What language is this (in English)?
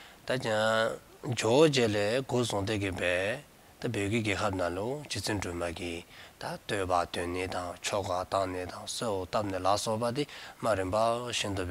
Dzongkha